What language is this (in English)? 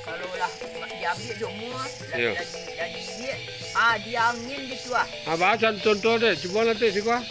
Minangkabau